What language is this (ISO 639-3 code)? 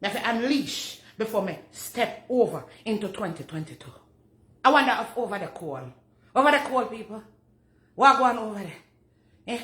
jam